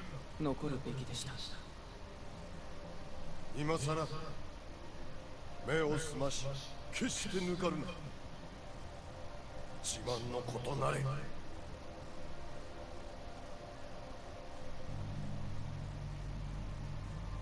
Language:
Japanese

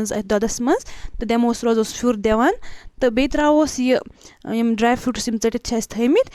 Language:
Kashmiri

